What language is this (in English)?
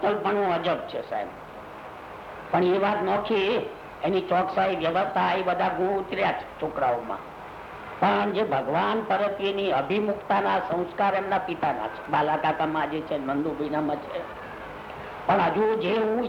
Gujarati